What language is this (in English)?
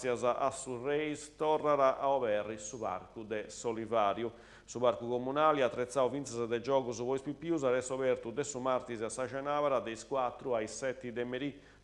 Sardinian